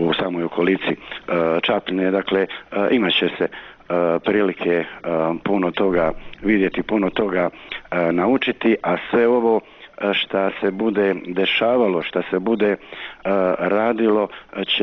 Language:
Croatian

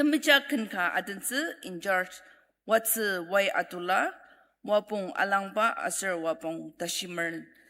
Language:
Ao Naga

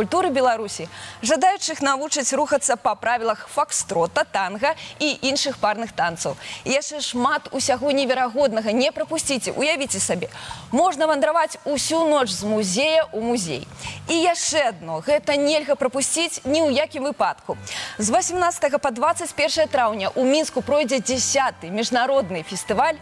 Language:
Belarusian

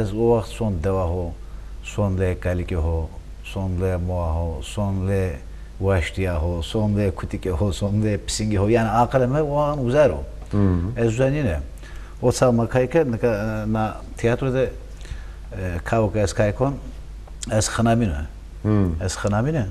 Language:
Zaza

